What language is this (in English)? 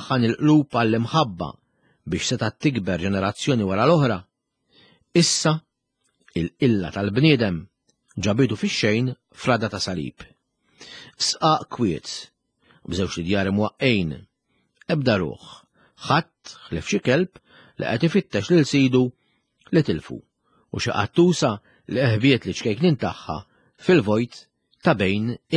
Maltese